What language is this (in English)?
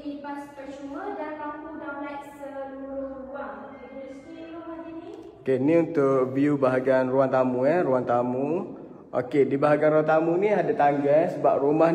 Malay